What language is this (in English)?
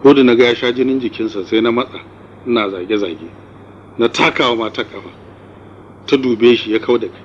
Hausa